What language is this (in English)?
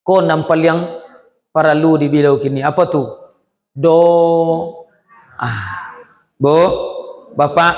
Minangkabau